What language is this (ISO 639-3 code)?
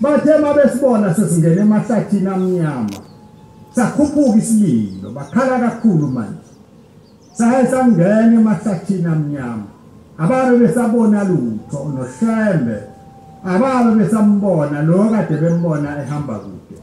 zul